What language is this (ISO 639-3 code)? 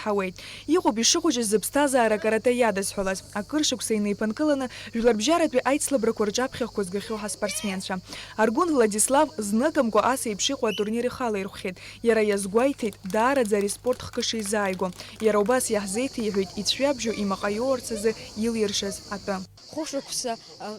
abk